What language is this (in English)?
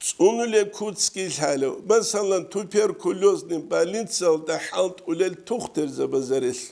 Avaric